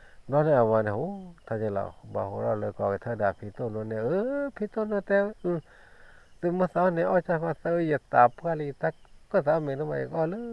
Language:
S'gaw Karen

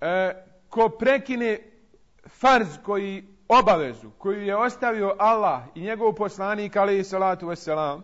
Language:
Bosnian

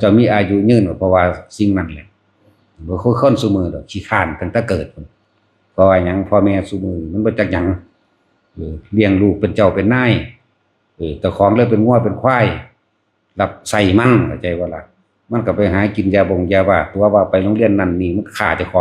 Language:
Northeastern Thai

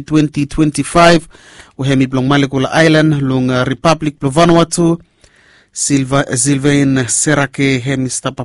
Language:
Bislama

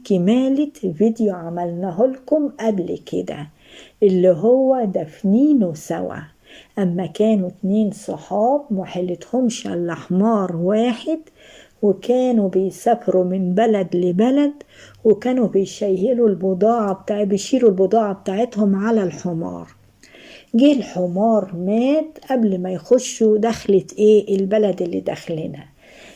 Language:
Egyptian Arabic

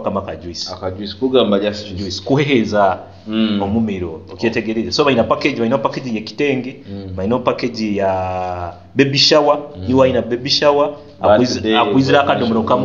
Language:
Nyoro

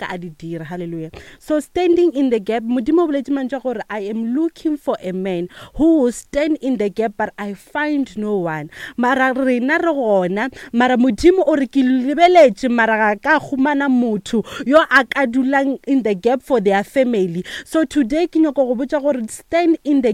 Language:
Northern Sotho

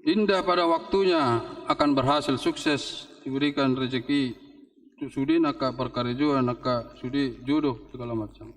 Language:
Batak Toba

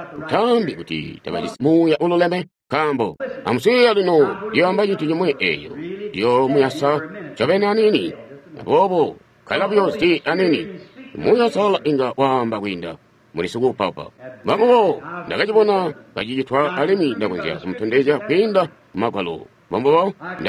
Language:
Tonga (Zambia)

